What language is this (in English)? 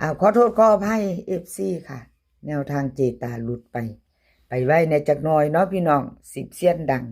Northeastern Thai